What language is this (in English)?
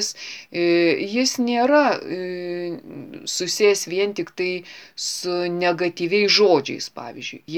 Lithuanian